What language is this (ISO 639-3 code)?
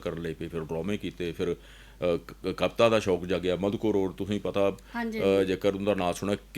doi